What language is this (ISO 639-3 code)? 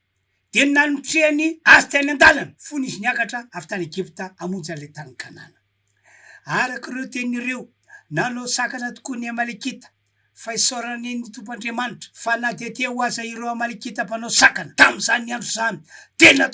mlg